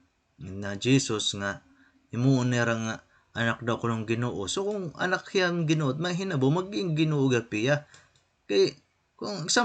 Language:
Waray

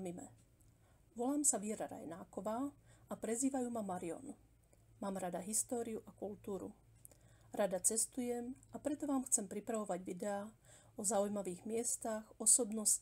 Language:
Slovak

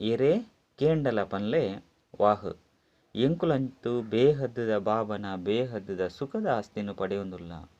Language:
Tulu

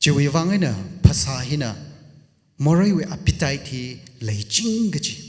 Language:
Tangkhul Naga (India)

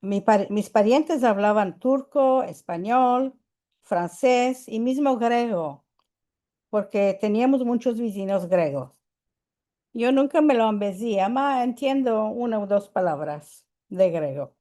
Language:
Ladino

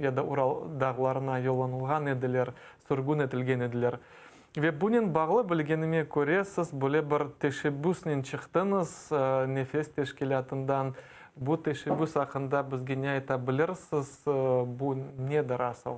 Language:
Crimean Tatar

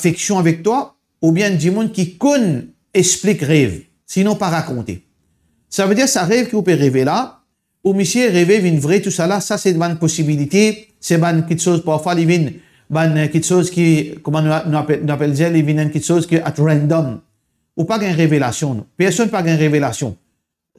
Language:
Morisyen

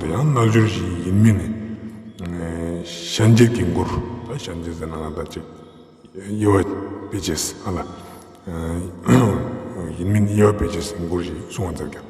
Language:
Ladakhi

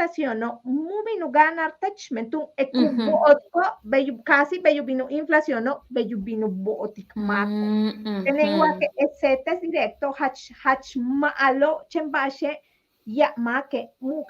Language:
Yucateco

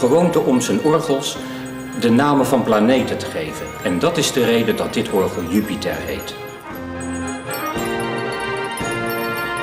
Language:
Dutch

